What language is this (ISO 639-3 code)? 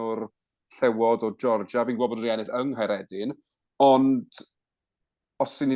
cym